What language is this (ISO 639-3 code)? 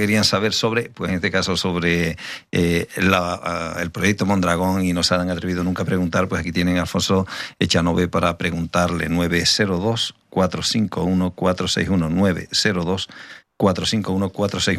spa